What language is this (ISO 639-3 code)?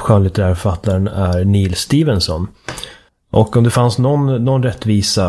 swe